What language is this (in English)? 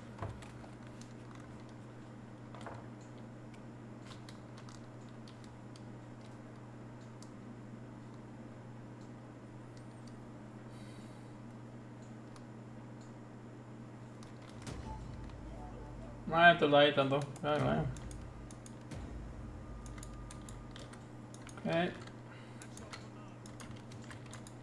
Icelandic